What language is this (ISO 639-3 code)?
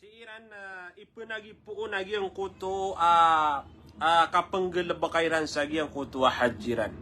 mrw